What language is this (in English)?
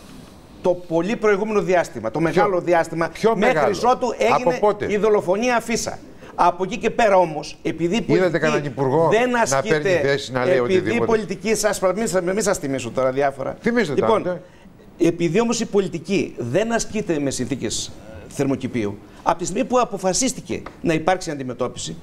Greek